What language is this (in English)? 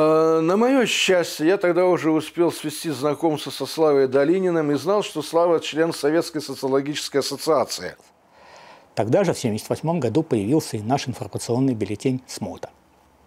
Russian